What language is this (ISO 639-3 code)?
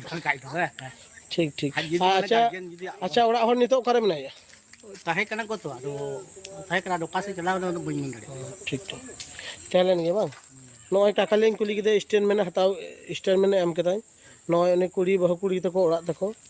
sat